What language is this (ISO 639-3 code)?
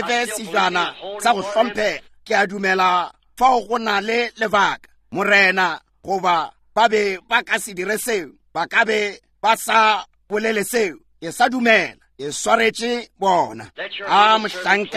nso